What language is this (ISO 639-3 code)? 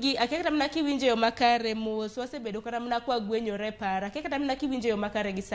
luo